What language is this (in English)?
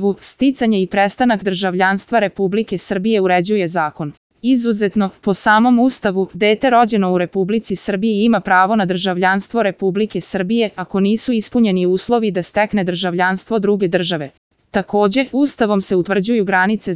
Serbian